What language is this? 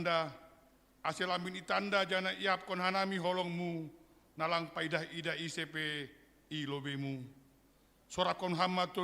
Batak Simalungun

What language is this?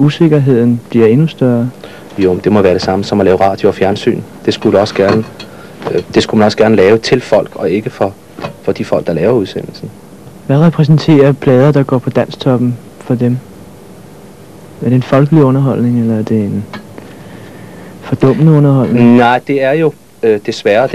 Danish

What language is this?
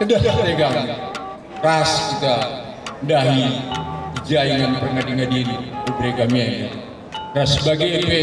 Batak Karo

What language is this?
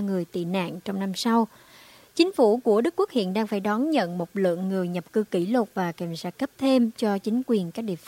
Vietnamese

